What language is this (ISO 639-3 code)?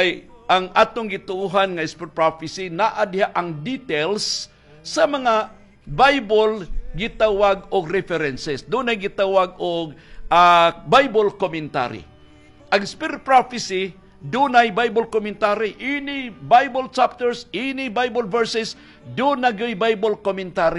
ceb